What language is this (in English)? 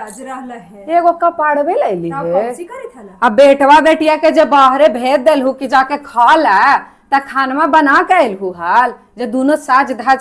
Magahi